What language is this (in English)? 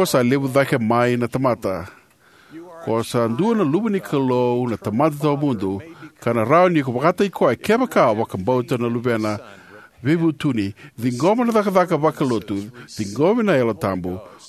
Fijian